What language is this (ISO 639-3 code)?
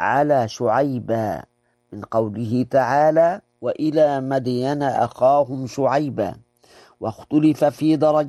ara